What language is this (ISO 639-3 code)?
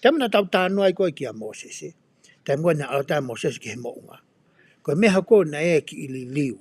ton